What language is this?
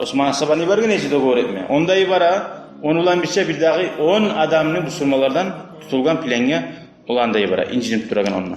Kumyk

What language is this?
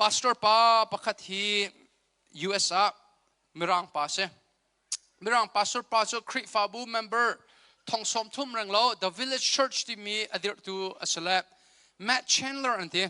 Hakha Chin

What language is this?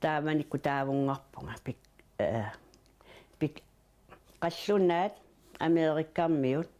Kalaallisut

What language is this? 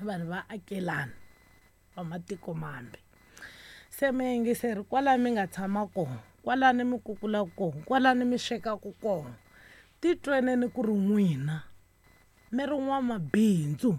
Tsonga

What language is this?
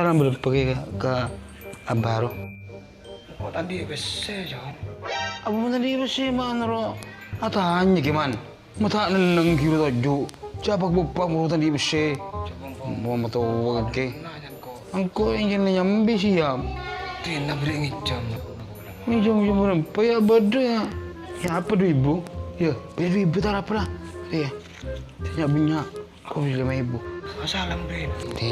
Madurese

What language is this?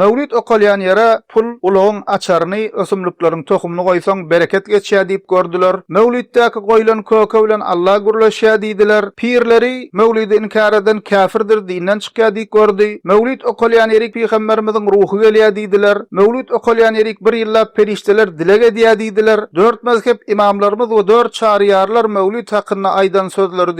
Turkmen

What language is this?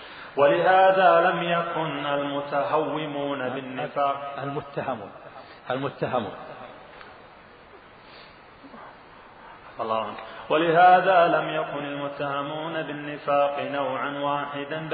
Arabic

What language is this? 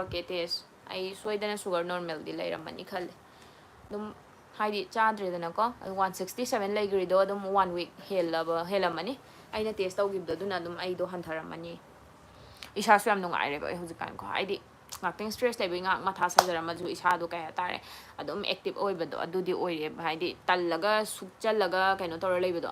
Manipuri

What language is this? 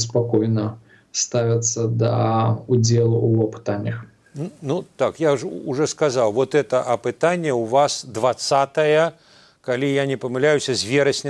Belarusian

